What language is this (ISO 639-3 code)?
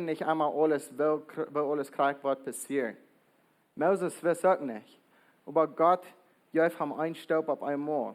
pdt